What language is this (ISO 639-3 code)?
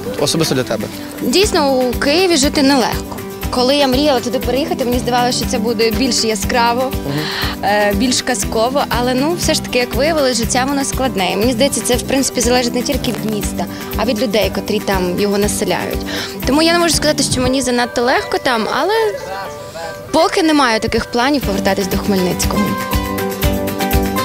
ukr